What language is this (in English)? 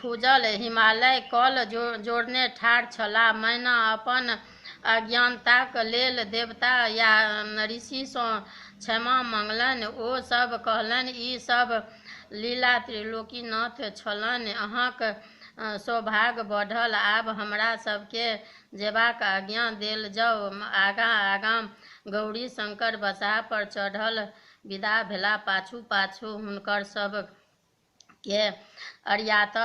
Maithili